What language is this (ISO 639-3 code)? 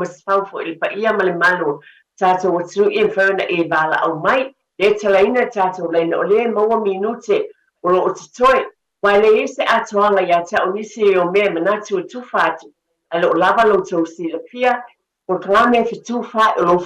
smo